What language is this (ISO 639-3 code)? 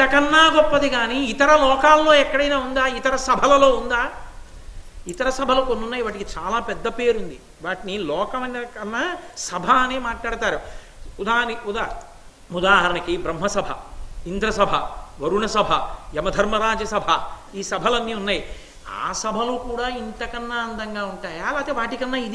tel